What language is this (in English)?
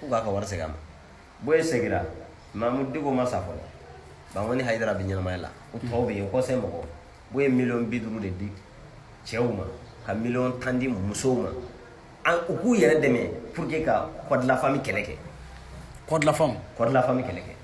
Bambara